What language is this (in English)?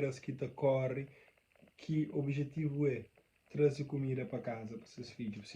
Kabuverdianu